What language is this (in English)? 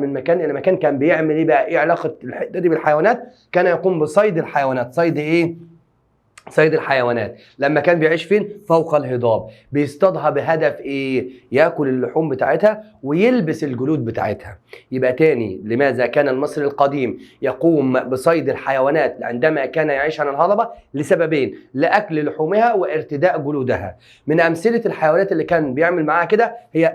Egyptian Arabic